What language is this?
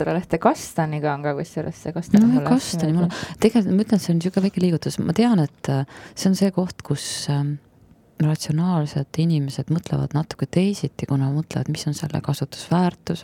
Estonian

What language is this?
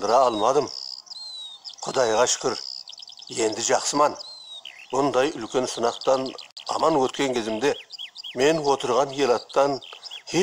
Kazakh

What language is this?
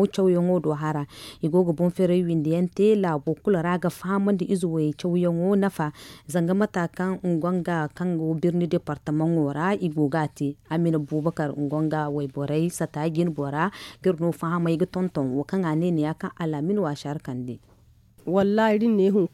Zarma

